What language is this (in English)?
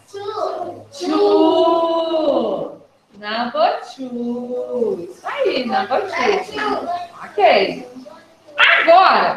Portuguese